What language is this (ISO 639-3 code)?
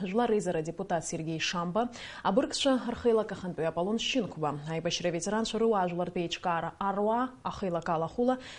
abk